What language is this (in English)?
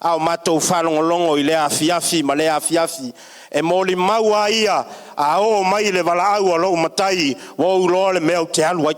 Samoan